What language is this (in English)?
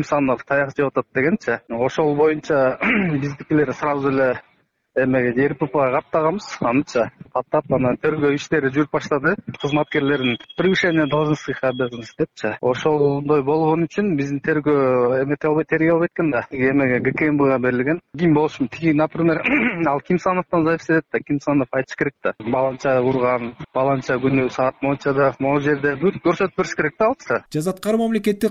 Kyrgyz